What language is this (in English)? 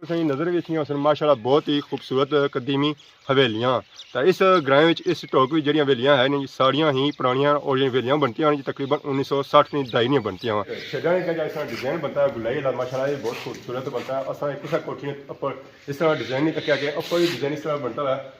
Pahari-Potwari